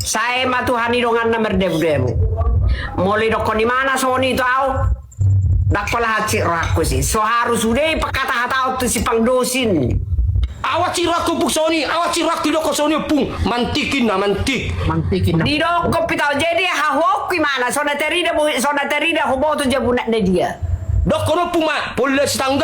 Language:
Batak Toba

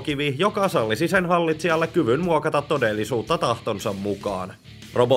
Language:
Finnish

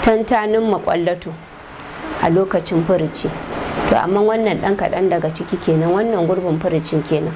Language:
Hausa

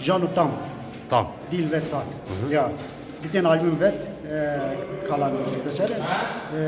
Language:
Zaza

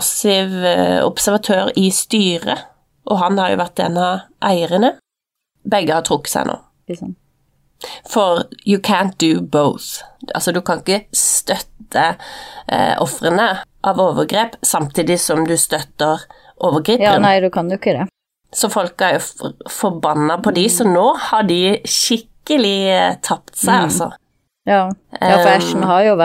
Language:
Norwegian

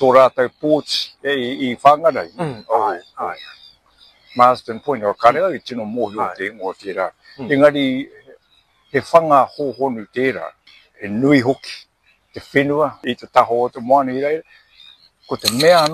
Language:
Māori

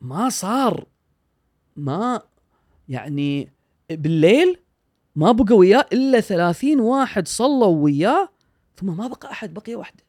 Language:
Gulf Arabic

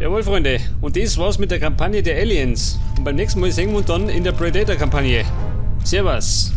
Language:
Bavarian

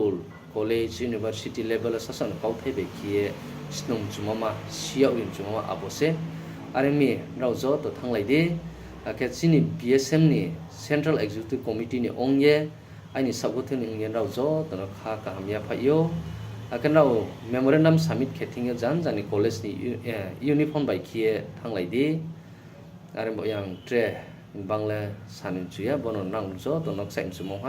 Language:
Riang (India)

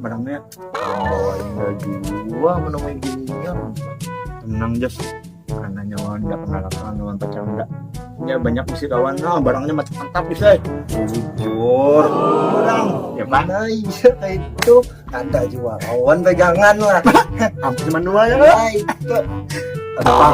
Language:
Banjar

